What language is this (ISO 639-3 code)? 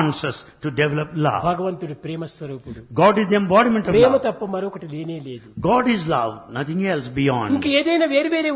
tel